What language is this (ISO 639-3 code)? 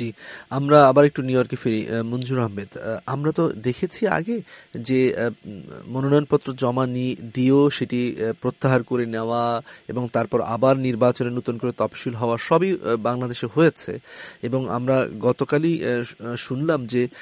ben